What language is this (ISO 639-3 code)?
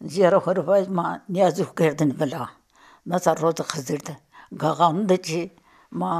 zza